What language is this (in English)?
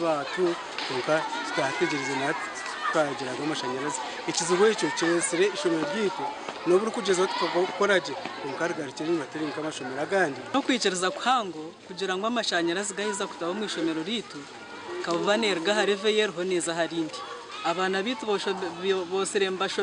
Nyankole